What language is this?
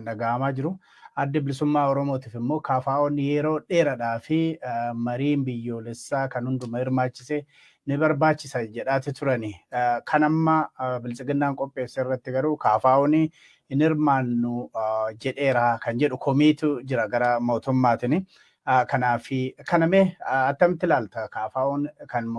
Oromo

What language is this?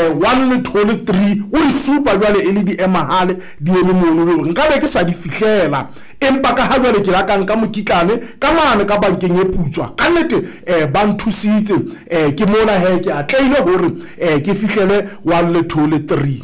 Southern Sotho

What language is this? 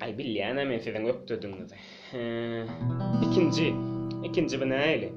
Turkmen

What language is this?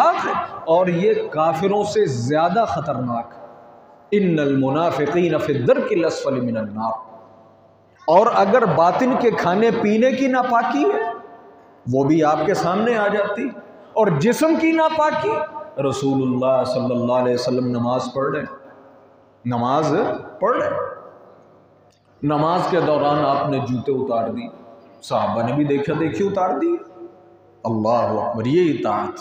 Urdu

